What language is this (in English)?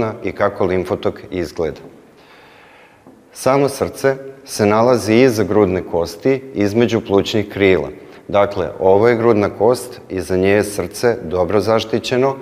Serbian